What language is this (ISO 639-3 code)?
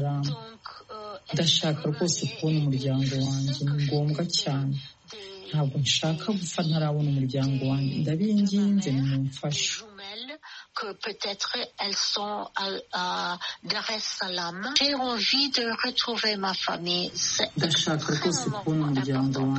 kin